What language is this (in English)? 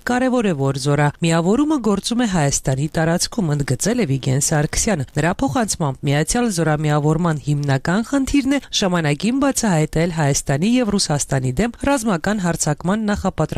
Armenian